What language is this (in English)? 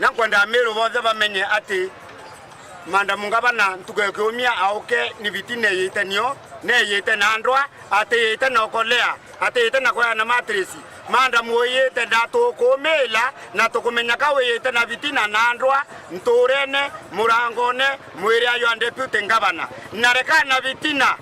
Meru